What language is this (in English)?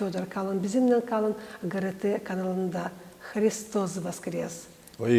Gagauz